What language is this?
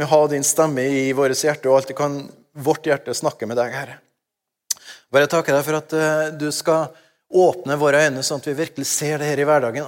Norwegian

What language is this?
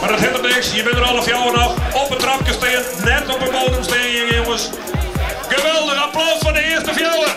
Western Frisian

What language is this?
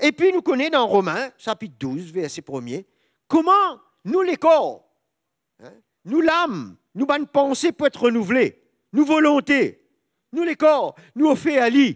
Morisyen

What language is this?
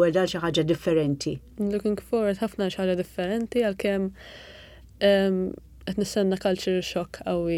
Maltese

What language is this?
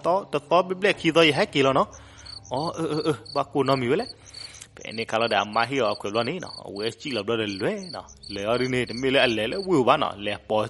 S'gaw Karen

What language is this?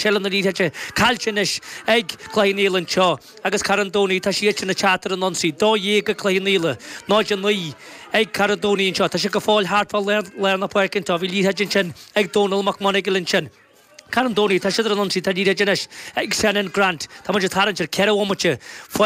Irish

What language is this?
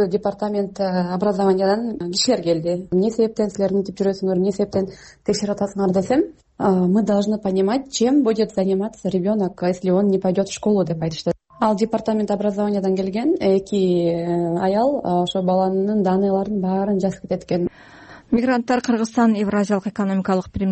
Kyrgyz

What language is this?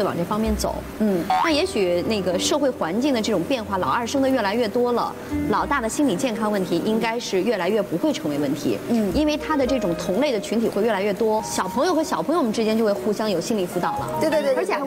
Chinese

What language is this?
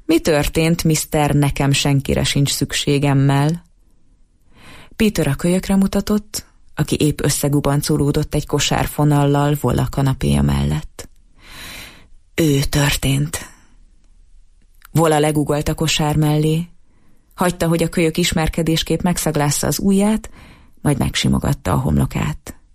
Hungarian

